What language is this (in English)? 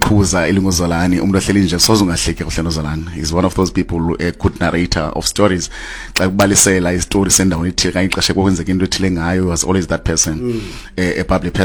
Xhosa